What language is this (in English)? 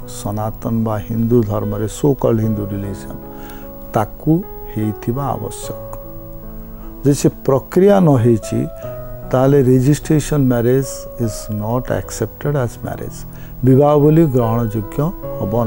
Odia